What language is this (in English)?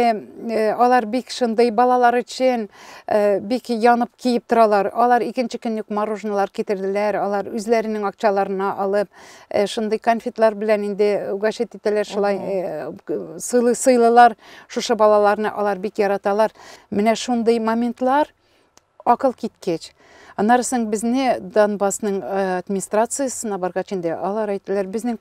Tatar